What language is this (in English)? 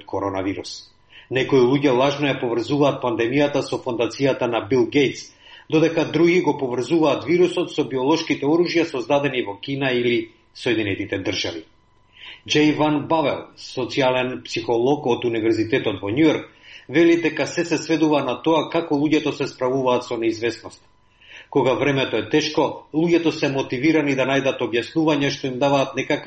Macedonian